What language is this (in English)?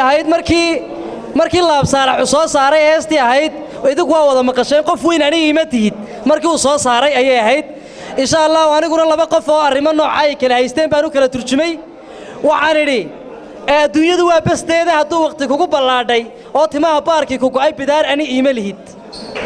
Somali